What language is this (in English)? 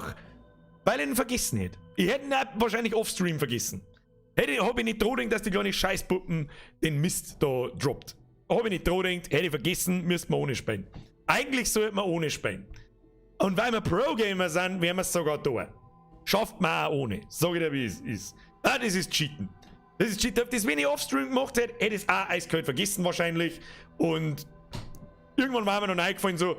Bavarian